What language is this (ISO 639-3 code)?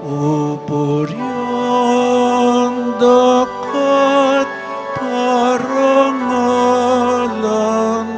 pam